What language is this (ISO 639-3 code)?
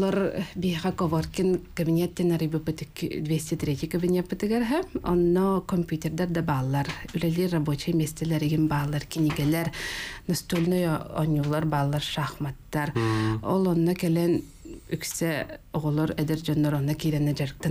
sah